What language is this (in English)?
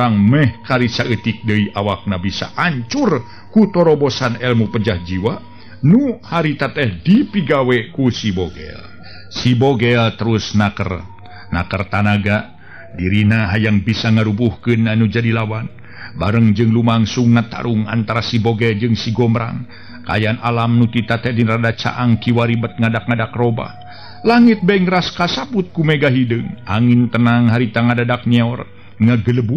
Sundanese